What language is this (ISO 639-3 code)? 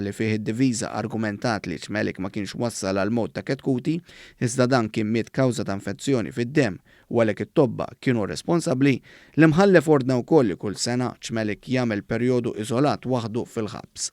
mlt